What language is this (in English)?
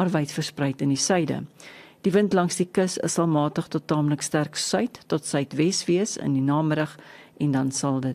Afrikaans